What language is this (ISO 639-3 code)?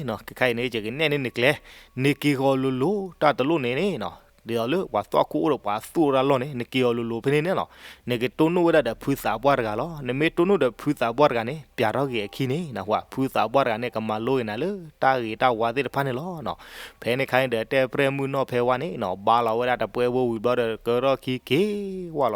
ksw